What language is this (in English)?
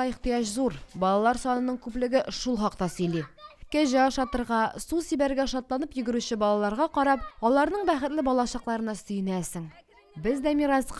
Tatar